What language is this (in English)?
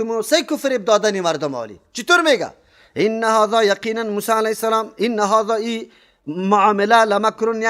Persian